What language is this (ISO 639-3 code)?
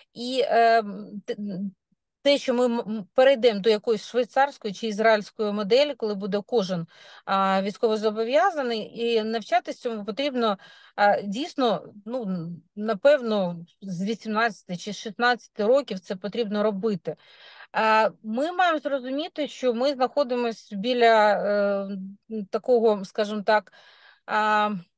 ukr